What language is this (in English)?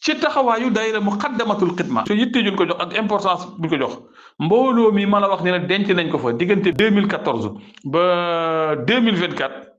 Wolof